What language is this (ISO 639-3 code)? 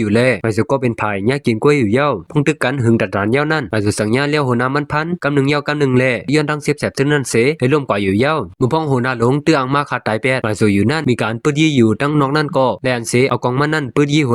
shn